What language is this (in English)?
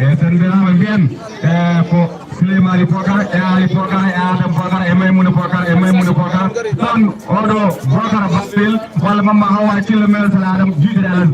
Fula